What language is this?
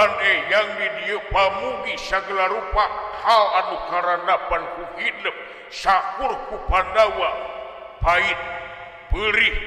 Sundanese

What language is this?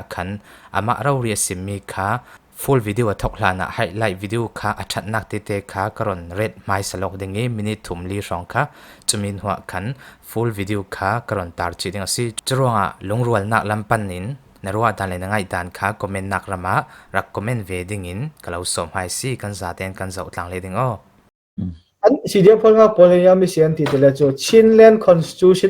Falam Chin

